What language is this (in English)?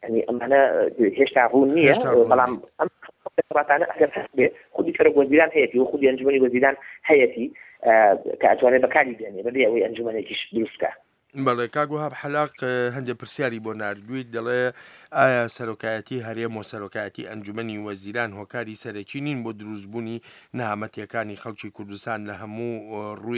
Central Kurdish